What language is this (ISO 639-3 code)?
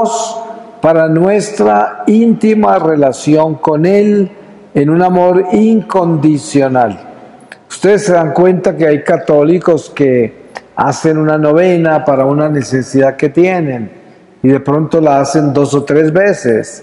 spa